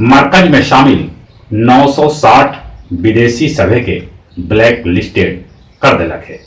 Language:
Magahi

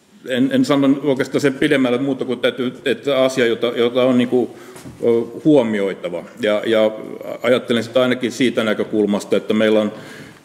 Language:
Finnish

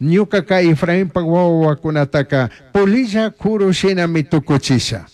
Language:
Chimborazo Highland Quichua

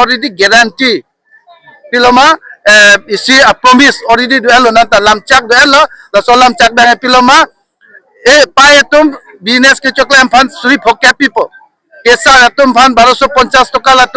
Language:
Karbi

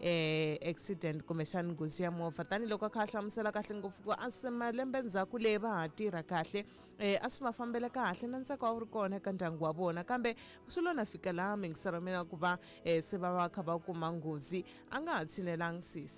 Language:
Tsonga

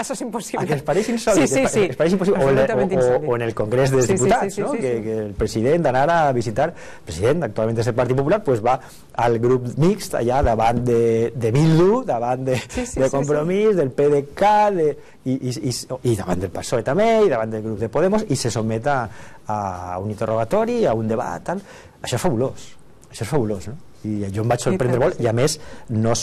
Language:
Catalan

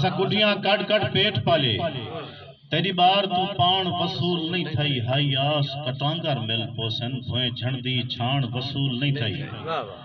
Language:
Saraiki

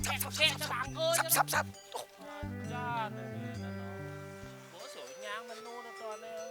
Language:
Balinese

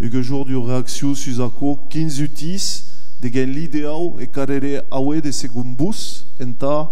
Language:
Occitan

